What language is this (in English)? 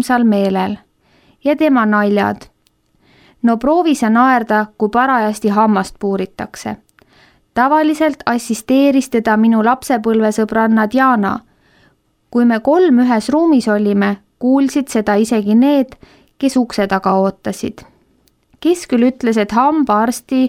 Estonian